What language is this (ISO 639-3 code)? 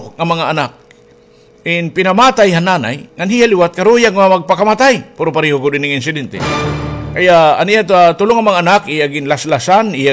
war